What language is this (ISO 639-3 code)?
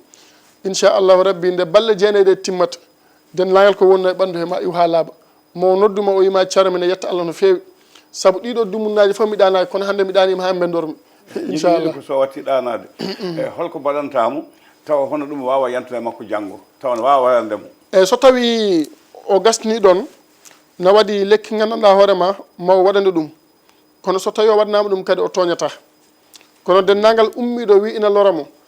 ful